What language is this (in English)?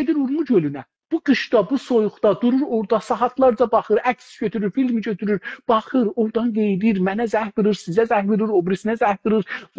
South Azerbaijani